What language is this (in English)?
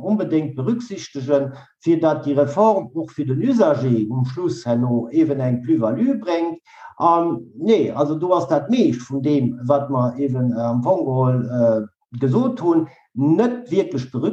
Luxembourgish